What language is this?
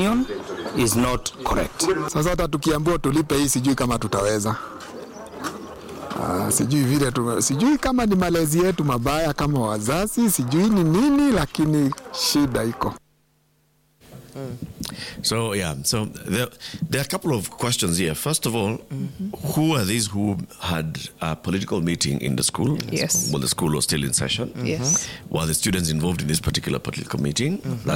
Swahili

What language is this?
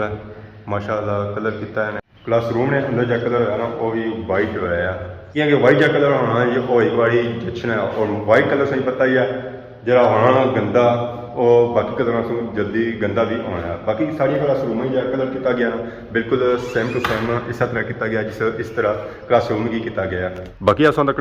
Pahari-Potwari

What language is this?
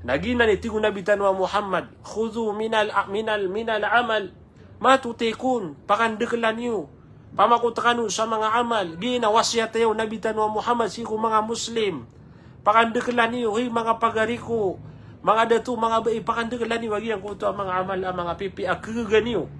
Maranao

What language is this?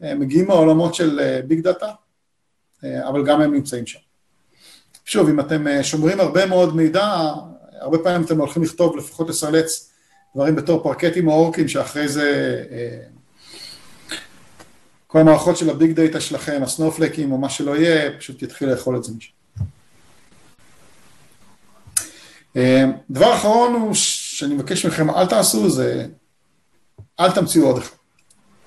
Hebrew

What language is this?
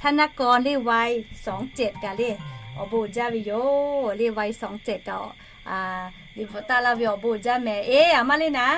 Lahu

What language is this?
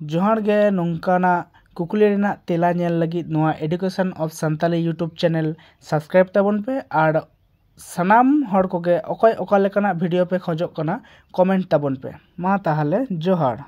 Santali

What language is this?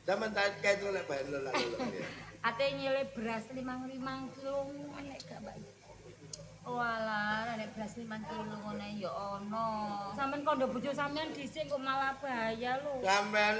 Javanese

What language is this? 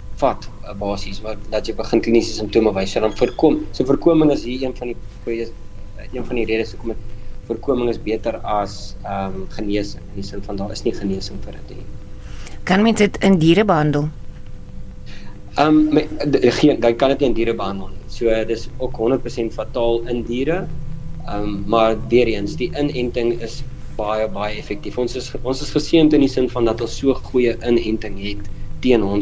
Afrikaans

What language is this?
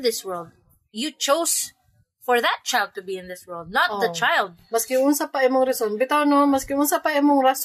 Cebuano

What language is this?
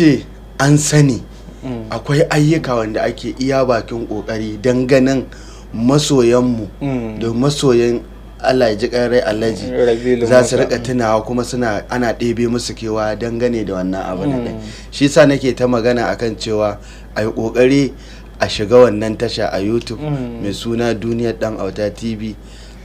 Hausa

